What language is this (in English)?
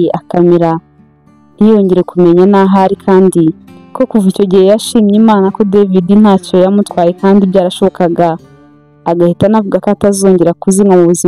Kinyarwanda